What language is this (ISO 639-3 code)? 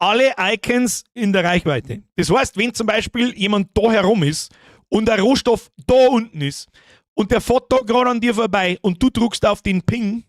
bar